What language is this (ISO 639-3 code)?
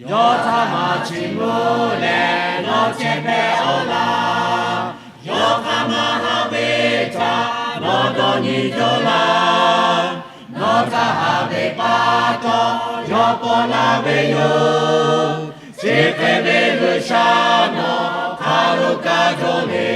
lhu